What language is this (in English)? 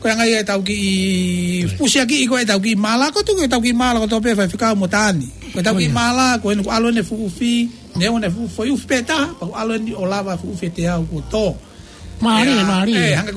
Tongan